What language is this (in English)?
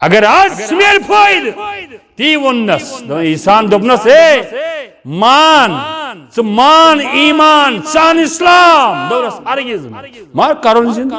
Kashmiri